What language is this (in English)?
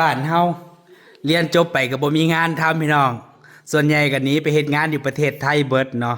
Northeastern Thai